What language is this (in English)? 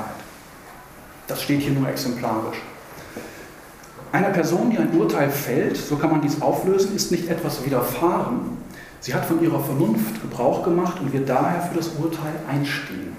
German